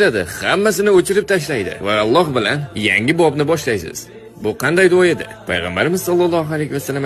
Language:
Uzbek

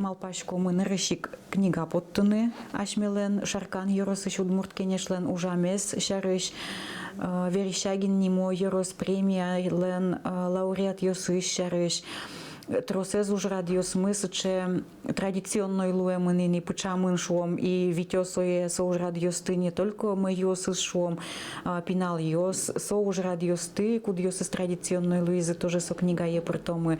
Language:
Udmurt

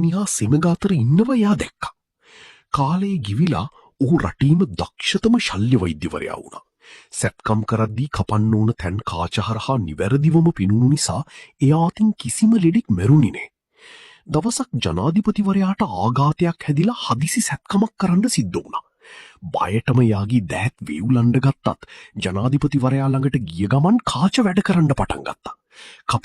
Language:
Sinhala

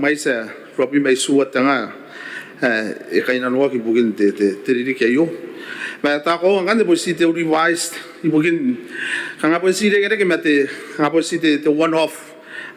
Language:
Gilbertese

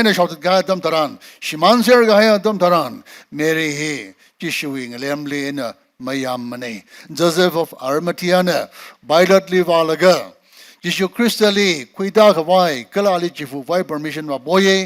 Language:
Tangkhul Naga (India)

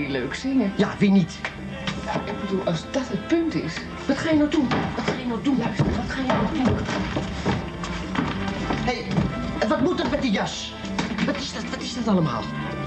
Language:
Dutch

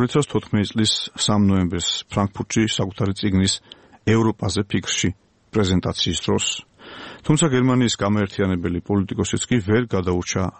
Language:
Georgian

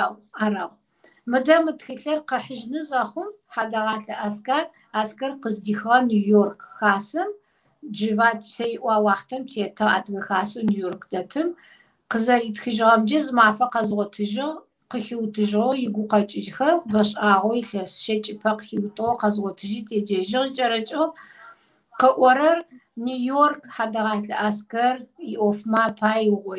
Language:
Kabardian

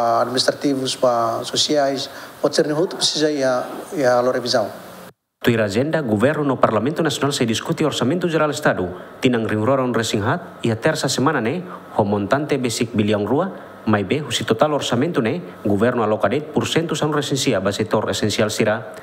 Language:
Tetum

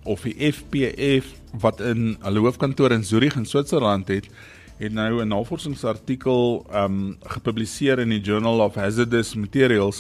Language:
Afrikaans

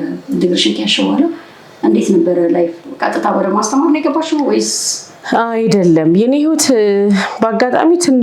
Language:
Amharic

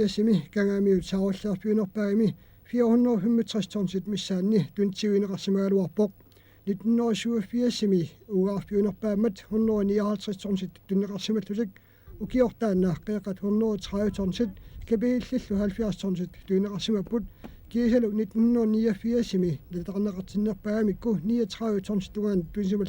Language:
Kalaallisut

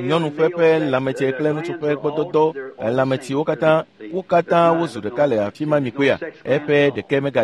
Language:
Ewe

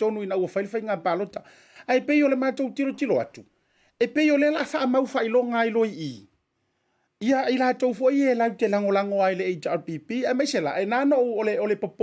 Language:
Samoan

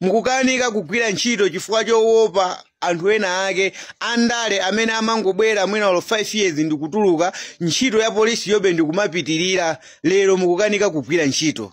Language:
Nyanja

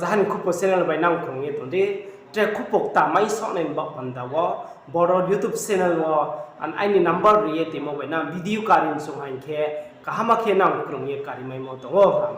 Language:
Riang (India)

